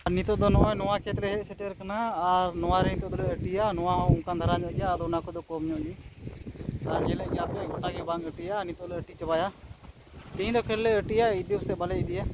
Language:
Santali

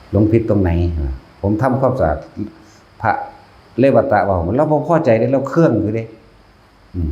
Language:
Northeastern Thai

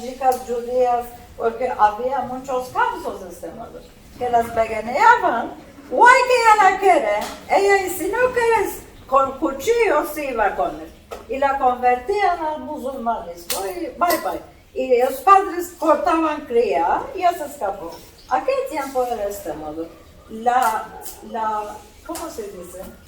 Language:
Ladino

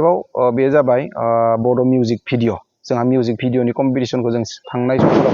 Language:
Bodo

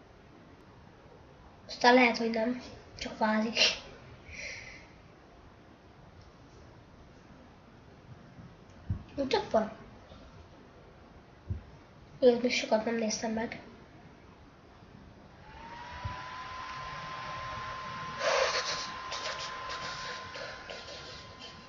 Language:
Hungarian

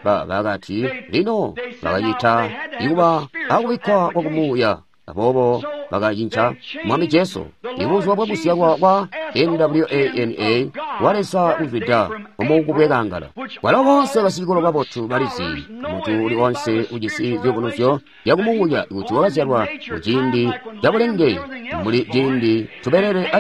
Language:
Tonga (Zambia)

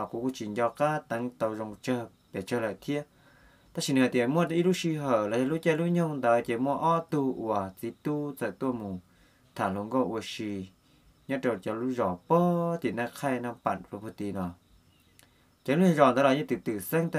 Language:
Vietnamese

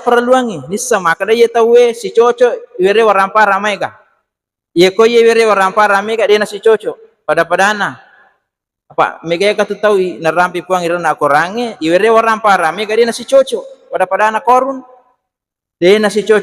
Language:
Buginese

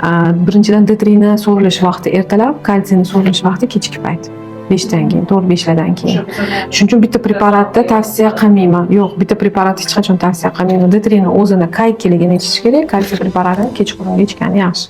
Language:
Uzbek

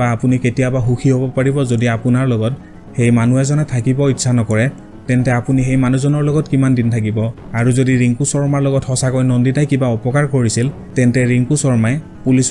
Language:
Assamese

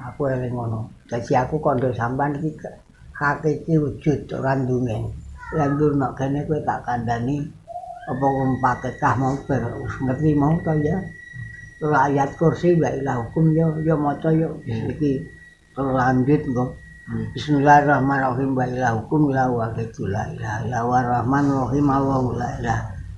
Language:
Javanese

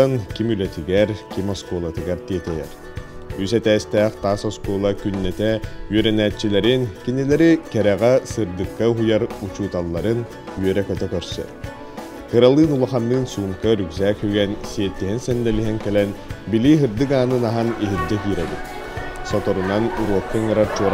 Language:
Yakut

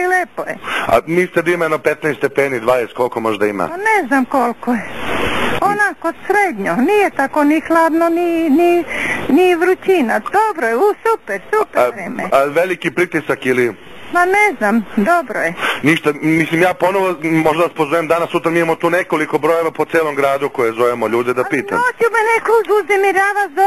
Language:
Serbian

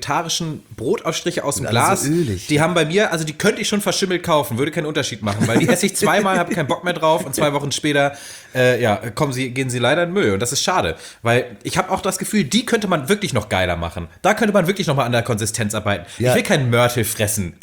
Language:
German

